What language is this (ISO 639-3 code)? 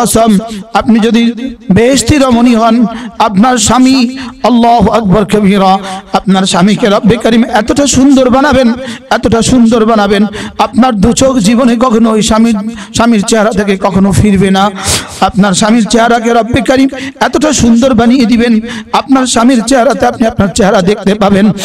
ben